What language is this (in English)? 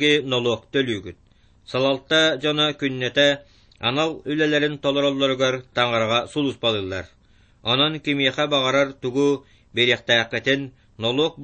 Yakut